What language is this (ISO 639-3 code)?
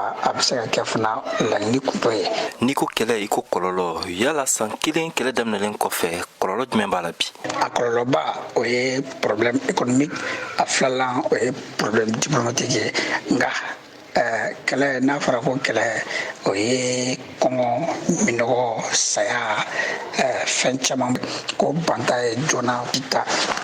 bam